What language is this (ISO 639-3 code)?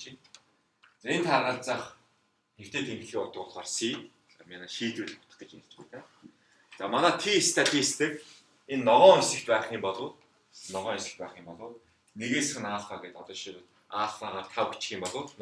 mon